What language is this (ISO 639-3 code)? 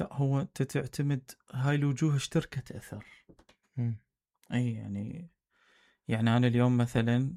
acm